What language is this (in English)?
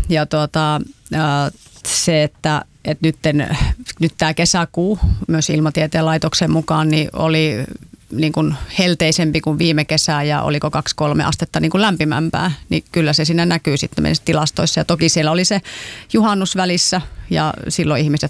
Finnish